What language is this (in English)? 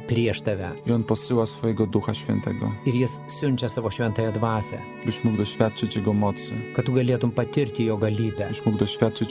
Lithuanian